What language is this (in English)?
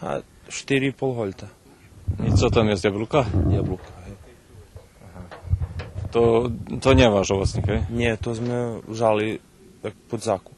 Rusyn